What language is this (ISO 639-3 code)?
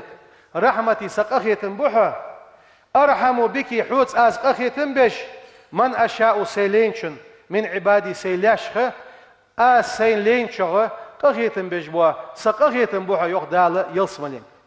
inh